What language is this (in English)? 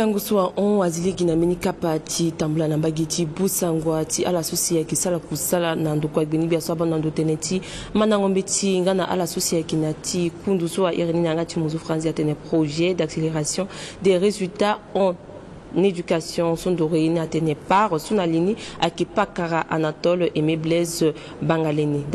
Sango